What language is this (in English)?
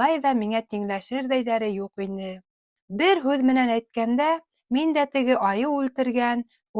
Bashkir